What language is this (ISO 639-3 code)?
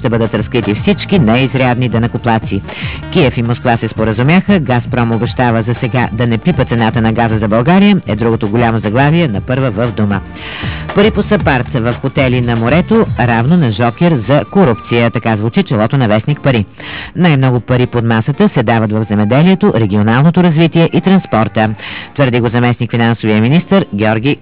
bul